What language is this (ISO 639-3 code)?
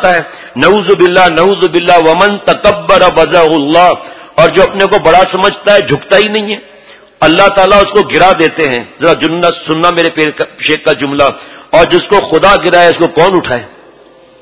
urd